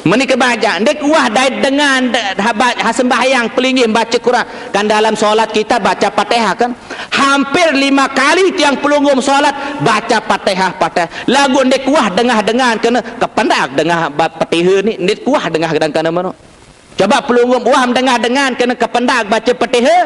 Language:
Sasak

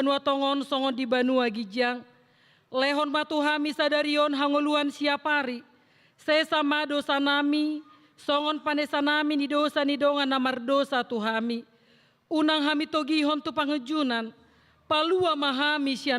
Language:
Batak Toba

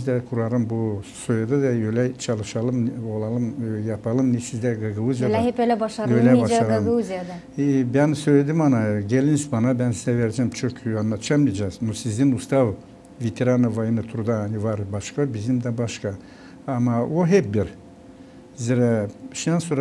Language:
Gagauz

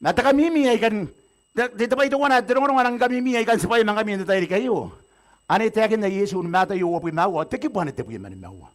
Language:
Gilbertese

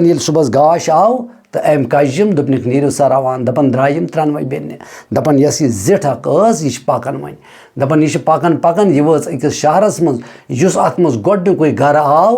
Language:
Kashmiri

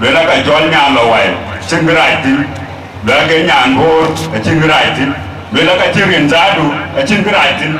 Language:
Dinka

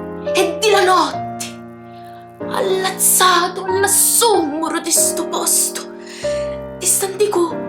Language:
Sicilian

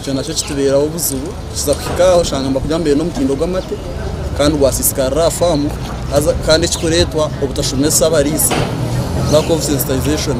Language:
Nyankole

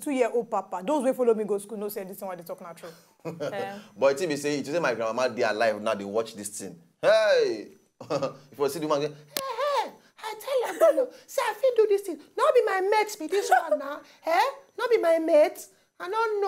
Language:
Nigerian Pidgin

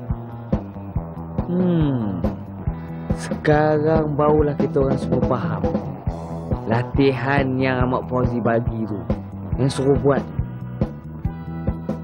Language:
Malay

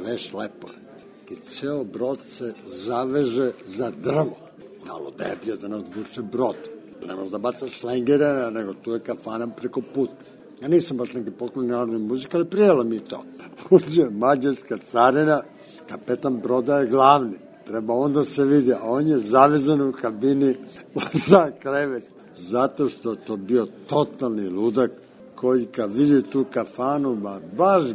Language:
Serbian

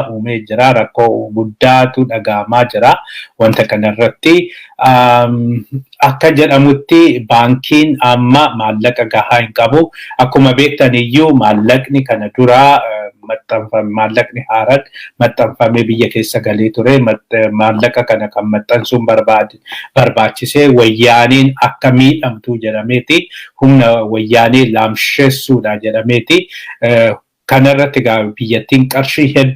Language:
Oromo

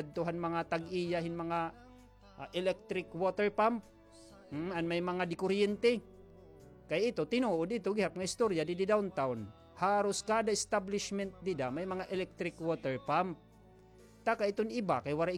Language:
Waray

